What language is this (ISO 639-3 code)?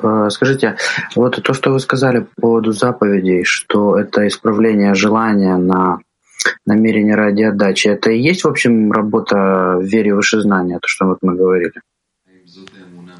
rus